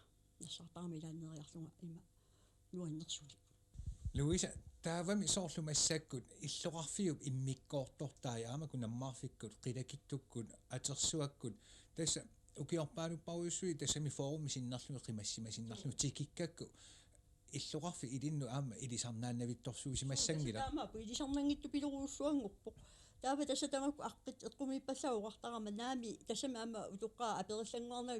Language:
Kalaallisut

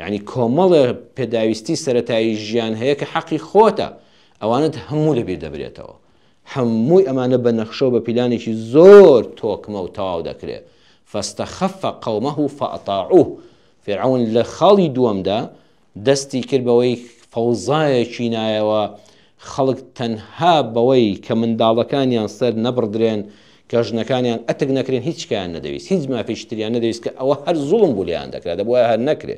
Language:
Central Kurdish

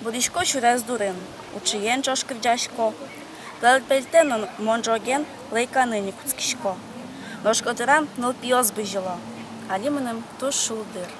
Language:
Udmurt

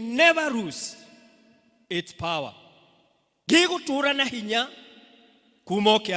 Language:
Kikuyu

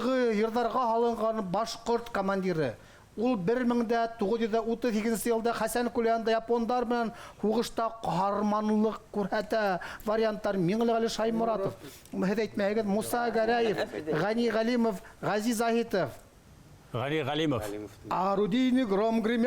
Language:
Bashkir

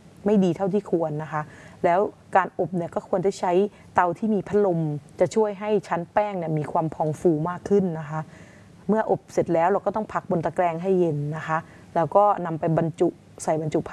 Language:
Thai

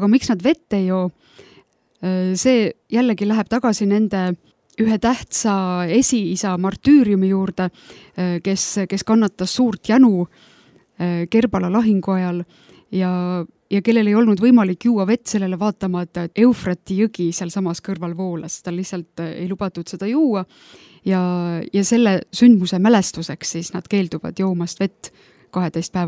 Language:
Estonian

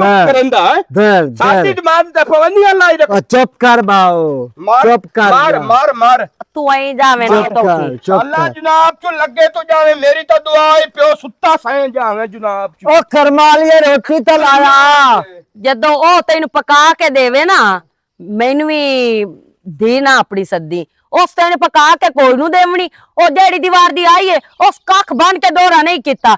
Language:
Western Panjabi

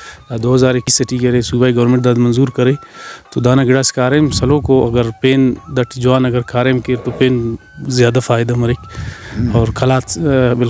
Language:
Brahui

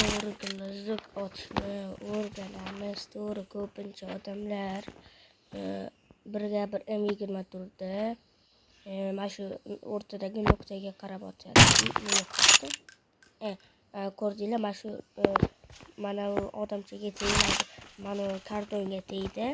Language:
Uzbek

